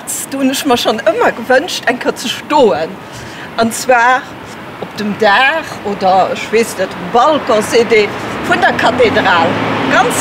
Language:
Luxembourgish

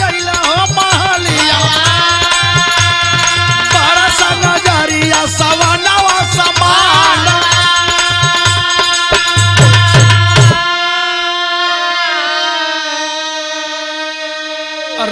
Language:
Bhojpuri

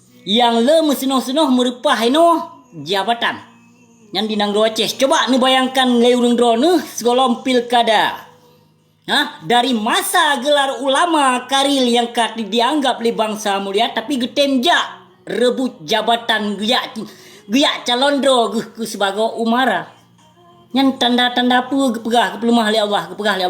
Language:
Achinese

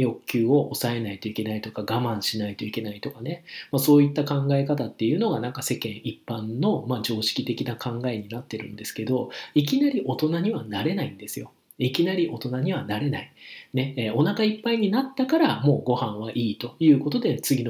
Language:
Japanese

